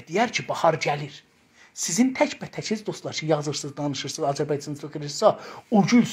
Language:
South Azerbaijani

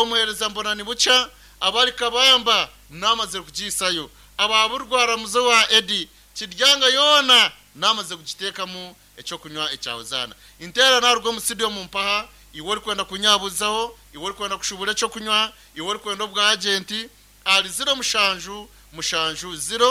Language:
Nyankole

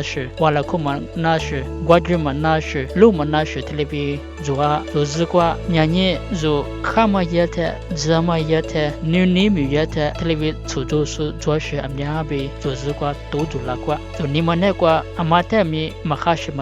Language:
Lisu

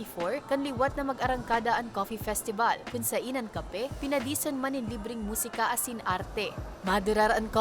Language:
Bikol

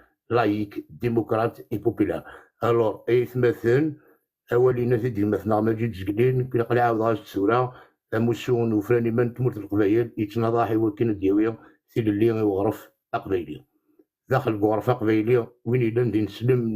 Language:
Kabyle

